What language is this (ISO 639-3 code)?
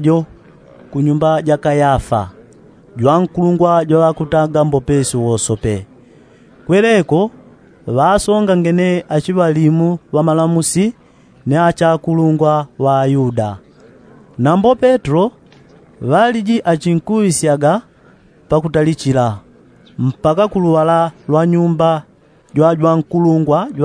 yao